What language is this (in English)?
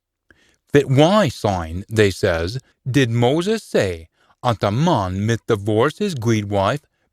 Scots